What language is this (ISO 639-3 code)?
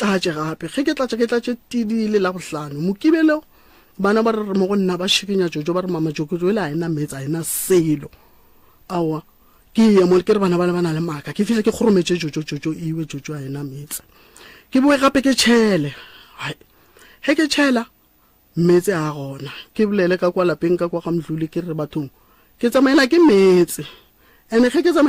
nso